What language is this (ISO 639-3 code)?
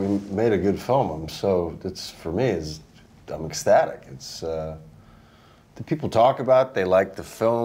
eng